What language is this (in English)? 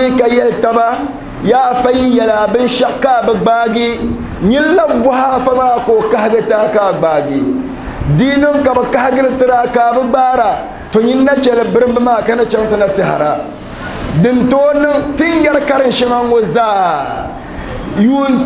Dagbani